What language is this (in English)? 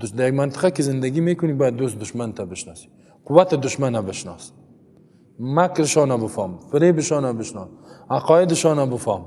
Persian